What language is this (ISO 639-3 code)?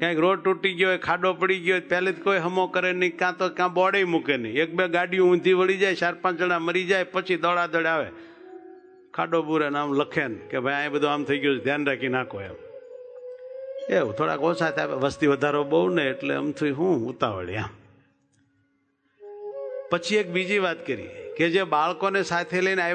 guj